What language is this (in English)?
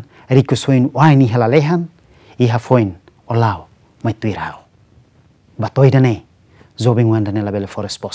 Tetum